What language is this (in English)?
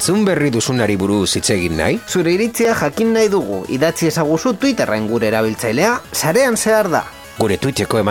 Basque